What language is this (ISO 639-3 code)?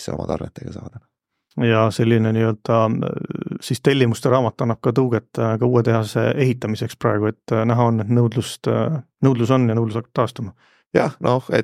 est